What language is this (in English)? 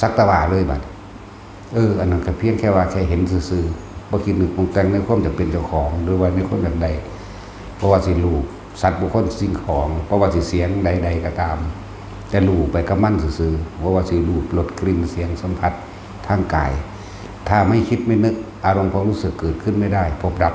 Northeastern Thai